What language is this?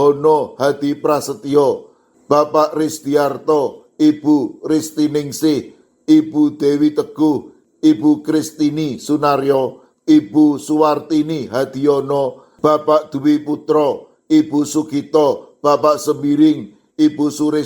Javanese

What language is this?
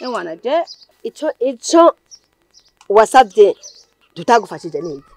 Rundi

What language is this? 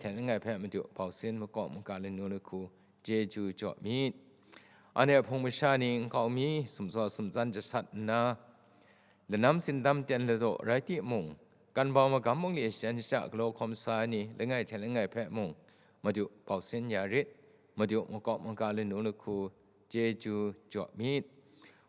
Kachin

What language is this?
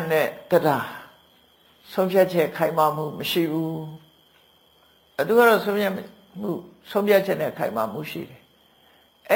Burmese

